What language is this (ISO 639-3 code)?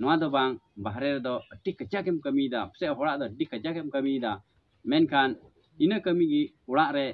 sat